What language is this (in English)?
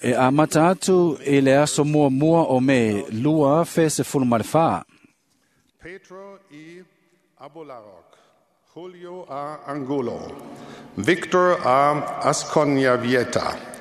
Samoan